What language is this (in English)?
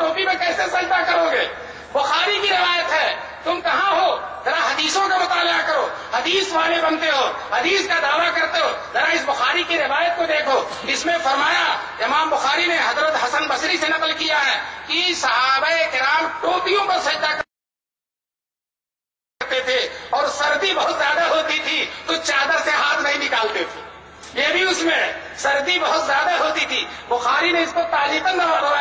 Urdu